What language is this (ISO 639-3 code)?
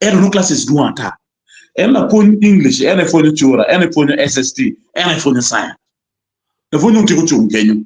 ach